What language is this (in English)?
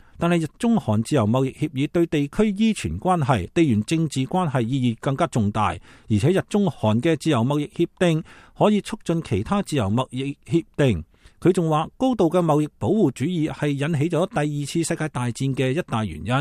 Cantonese